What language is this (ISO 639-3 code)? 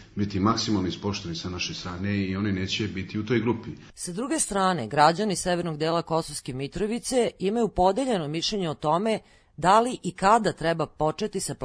srp